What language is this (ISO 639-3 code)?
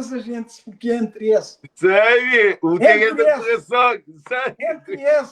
kea